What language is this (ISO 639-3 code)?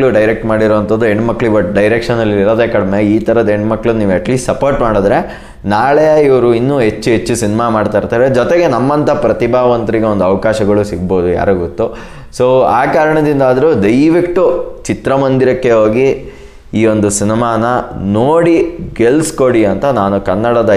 kan